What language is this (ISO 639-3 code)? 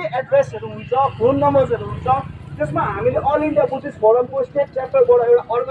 nep